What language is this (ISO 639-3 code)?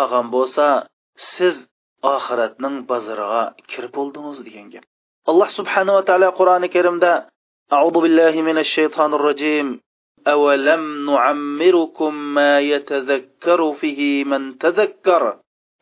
uig